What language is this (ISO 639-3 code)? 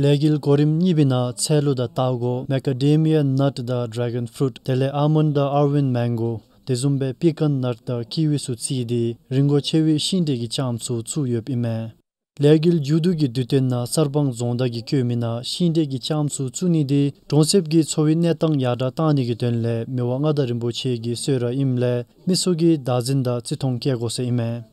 dzo